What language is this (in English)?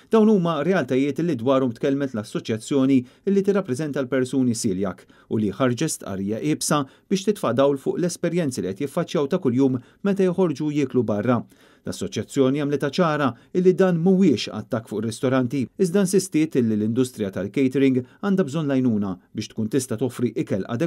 Maltese